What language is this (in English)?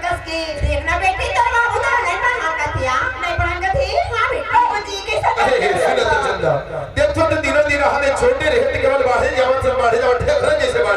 Chhattisgarhi